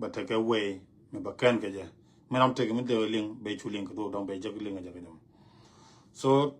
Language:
Nuer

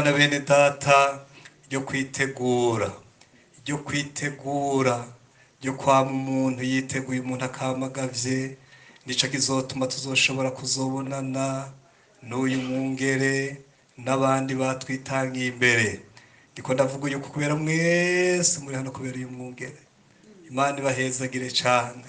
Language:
Rundi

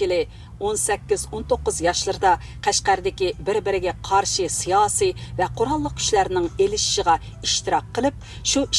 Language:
Uyghur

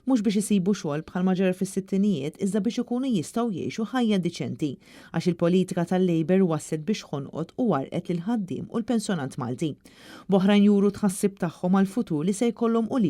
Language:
Maltese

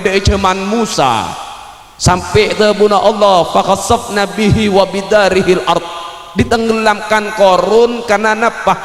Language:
Madurese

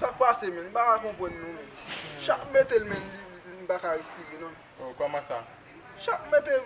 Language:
Haitian Creole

